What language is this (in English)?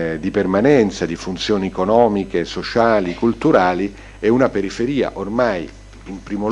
Italian